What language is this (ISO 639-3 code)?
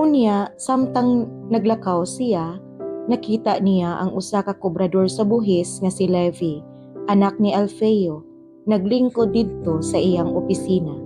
ceb